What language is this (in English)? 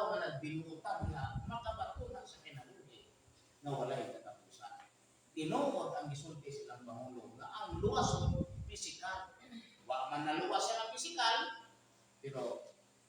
Cebuano